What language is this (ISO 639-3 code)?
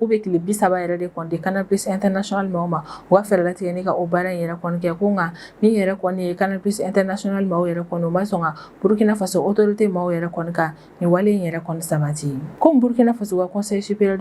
bam